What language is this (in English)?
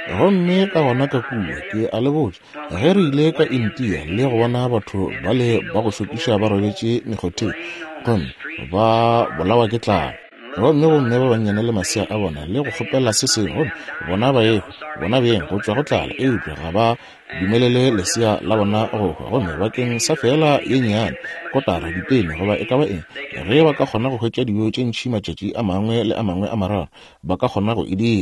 Northern Sotho